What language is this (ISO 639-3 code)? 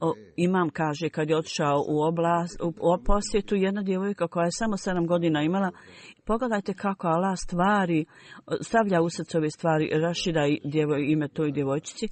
bos